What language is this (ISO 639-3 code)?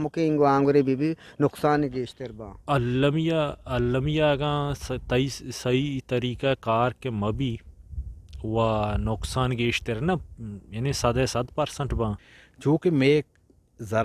bgp